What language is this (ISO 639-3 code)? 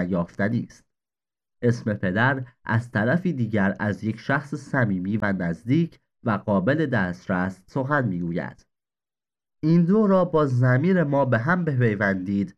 fas